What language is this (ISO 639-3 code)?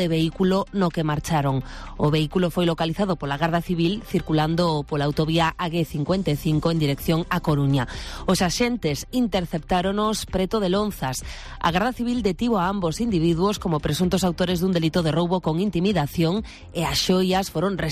glg